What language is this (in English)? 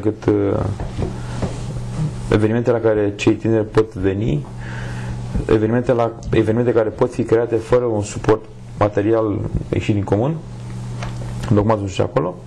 Romanian